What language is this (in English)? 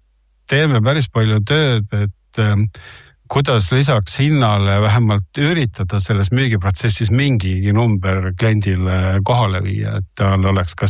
Estonian